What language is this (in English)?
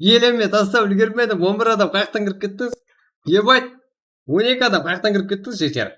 Kara-Kalpak